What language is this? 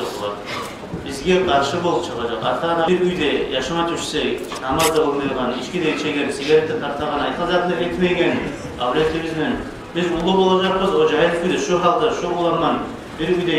Kumyk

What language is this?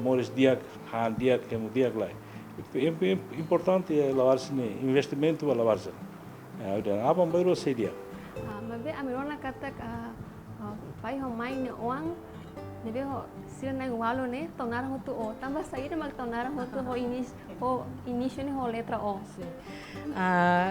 Tetum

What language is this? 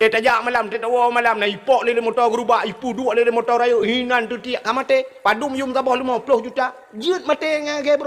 Achinese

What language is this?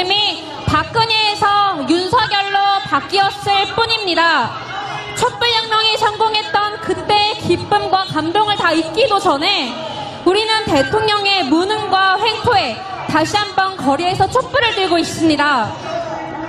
Korean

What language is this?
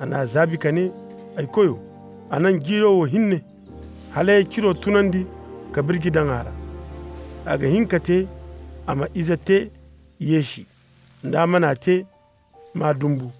Koyraboro Senni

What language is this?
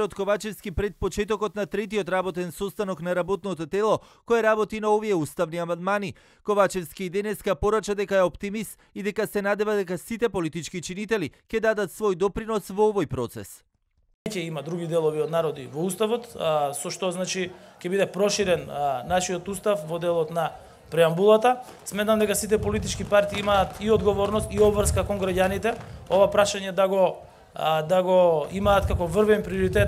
Macedonian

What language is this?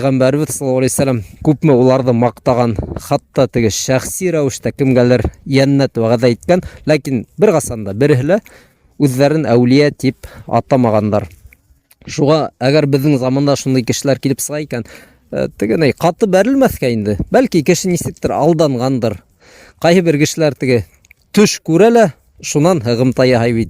Bashkir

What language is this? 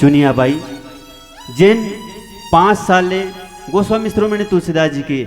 Chhattisgarhi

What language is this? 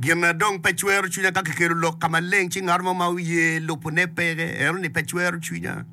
Acoli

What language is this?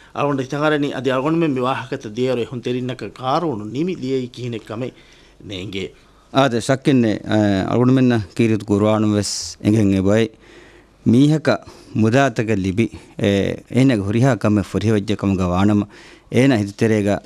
Divehi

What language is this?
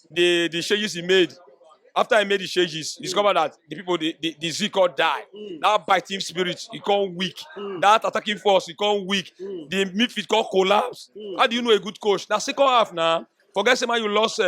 Nigerian Pidgin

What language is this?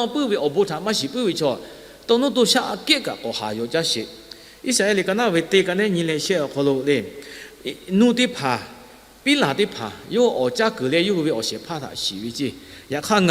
Lahu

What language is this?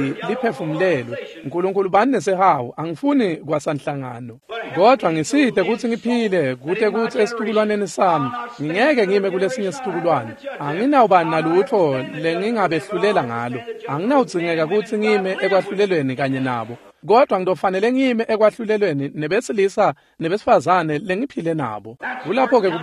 Swati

